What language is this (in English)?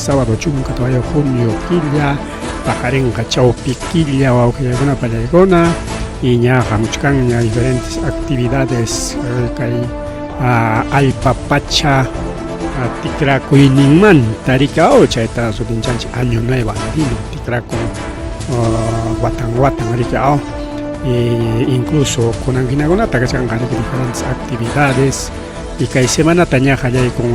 Ayacucho Quechua